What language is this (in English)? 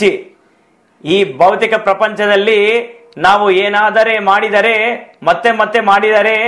Kannada